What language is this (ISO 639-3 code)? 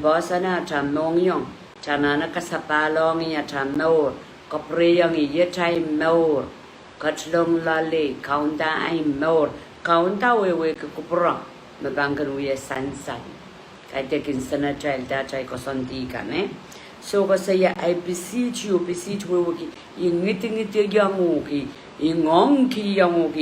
pon